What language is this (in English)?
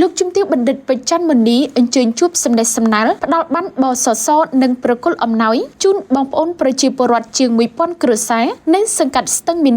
Khmer